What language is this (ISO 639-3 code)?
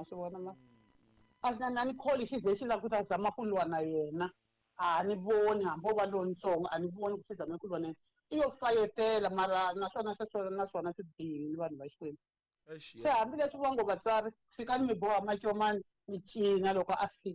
tso